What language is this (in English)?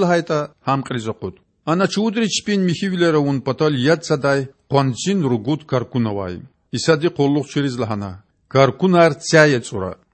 Lezghian